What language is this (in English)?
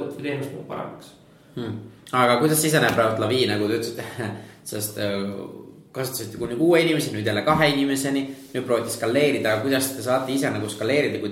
Estonian